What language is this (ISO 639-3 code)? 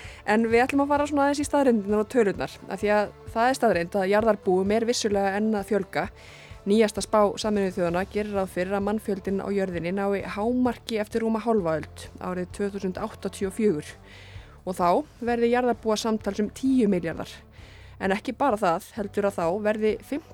isl